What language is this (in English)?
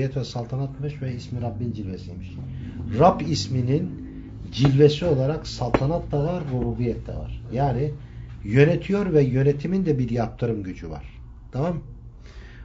Turkish